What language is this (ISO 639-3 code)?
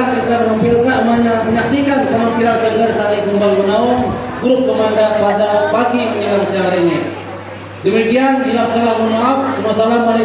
bjn